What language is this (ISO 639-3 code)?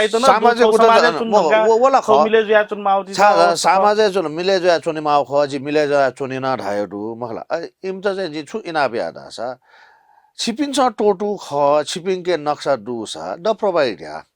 new